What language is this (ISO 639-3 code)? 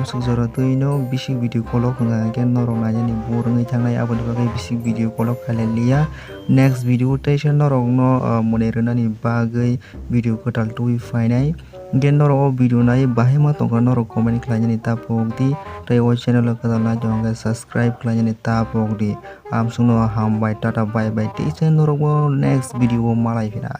trp